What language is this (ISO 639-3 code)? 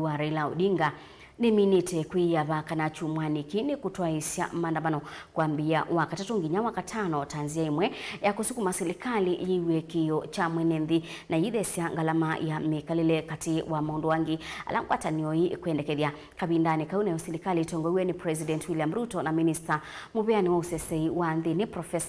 kam